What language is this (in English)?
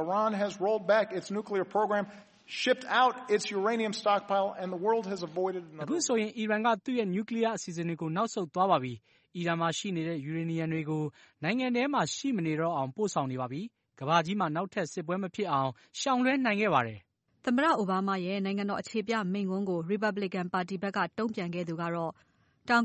Burmese